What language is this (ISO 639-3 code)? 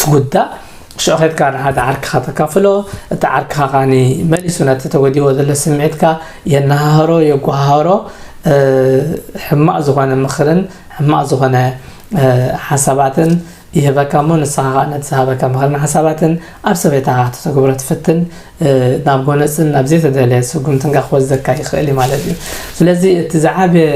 tir